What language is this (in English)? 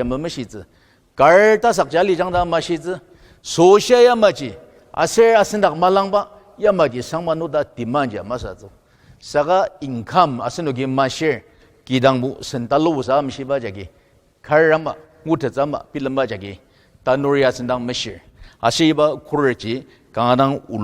Ao Naga